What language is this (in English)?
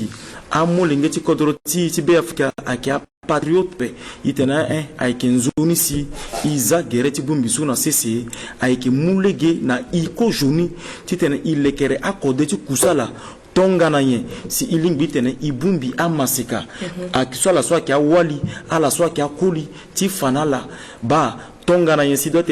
Sango